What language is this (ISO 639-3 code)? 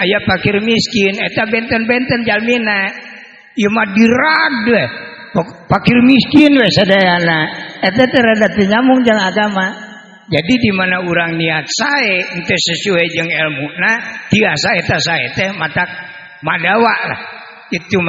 sun